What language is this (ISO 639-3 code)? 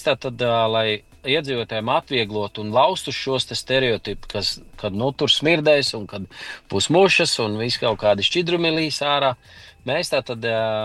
lav